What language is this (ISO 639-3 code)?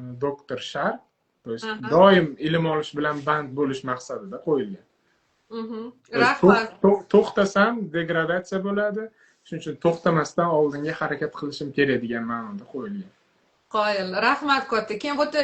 uzb